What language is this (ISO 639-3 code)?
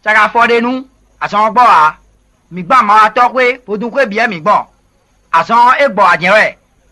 fon